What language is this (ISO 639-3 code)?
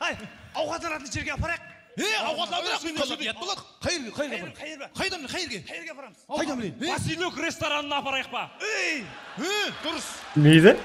kaa